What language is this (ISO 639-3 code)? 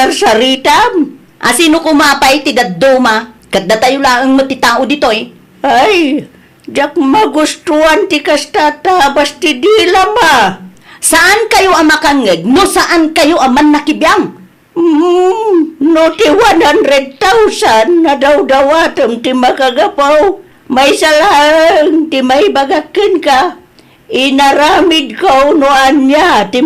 ilo